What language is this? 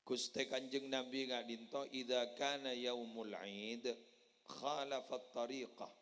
Madurese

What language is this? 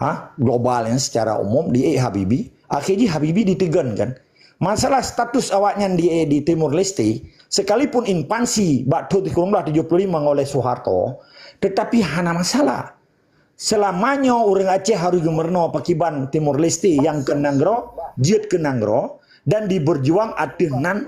Achinese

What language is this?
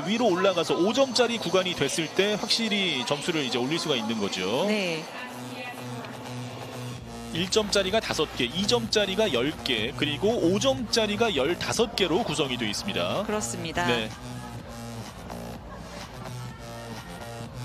Korean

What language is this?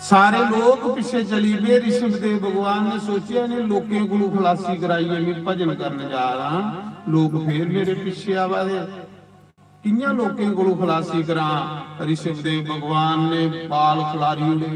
Dogri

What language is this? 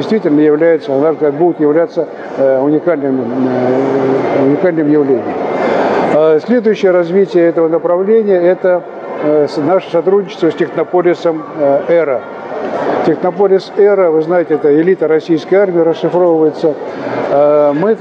Russian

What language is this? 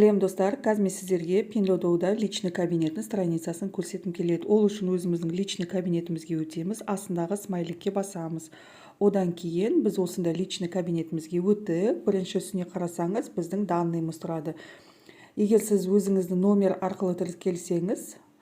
Kazakh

